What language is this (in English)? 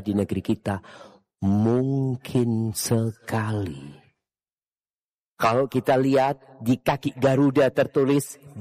Indonesian